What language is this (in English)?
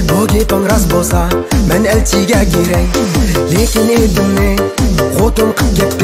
Uyghur